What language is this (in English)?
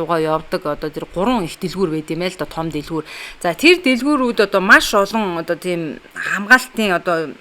Mongolian